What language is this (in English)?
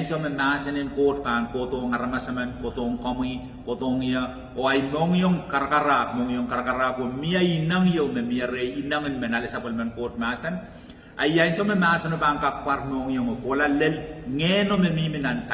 Pohnpeian